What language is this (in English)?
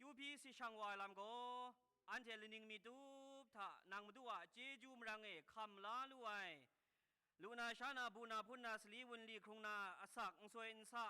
Kachin